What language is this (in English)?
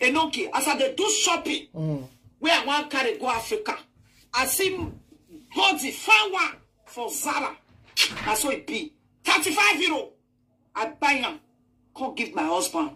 Nigerian Pidgin